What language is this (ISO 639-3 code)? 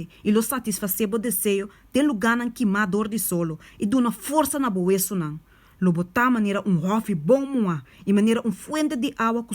pap